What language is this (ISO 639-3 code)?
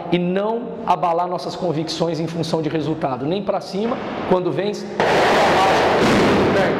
por